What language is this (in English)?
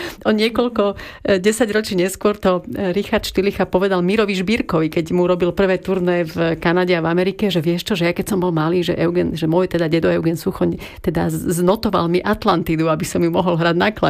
Slovak